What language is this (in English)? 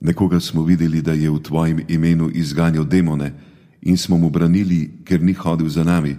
Slovenian